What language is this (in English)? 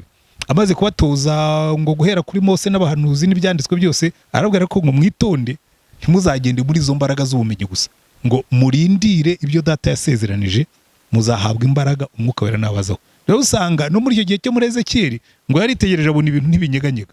Kinyarwanda